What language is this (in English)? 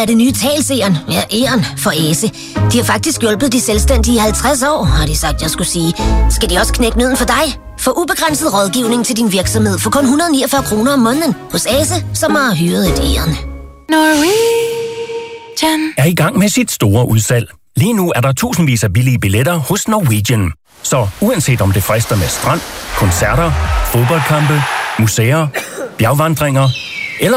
Danish